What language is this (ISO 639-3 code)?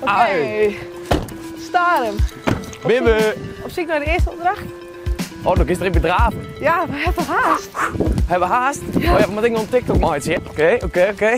fry